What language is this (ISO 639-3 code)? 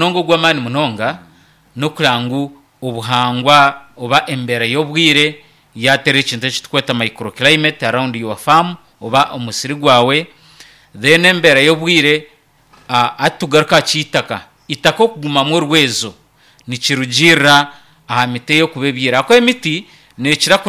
nyn